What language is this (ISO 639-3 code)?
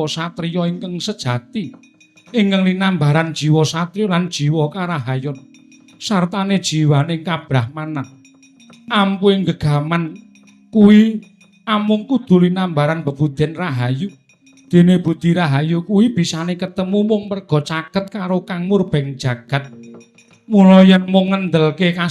jav